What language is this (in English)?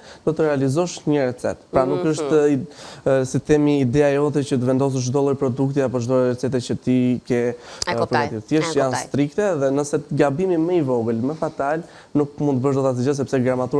Albanian